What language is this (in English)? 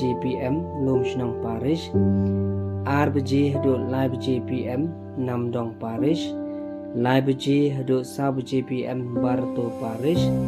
Khasi